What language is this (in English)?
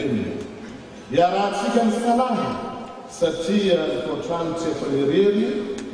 Malagasy